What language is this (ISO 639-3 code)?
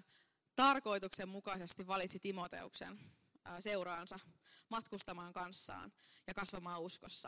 fin